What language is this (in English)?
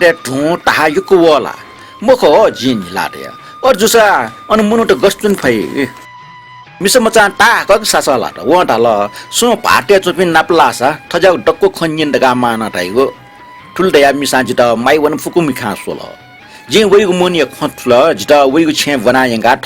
Newari